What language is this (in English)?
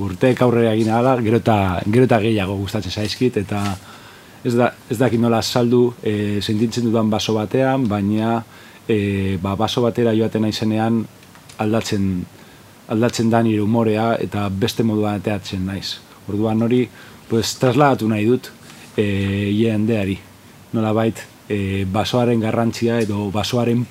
Basque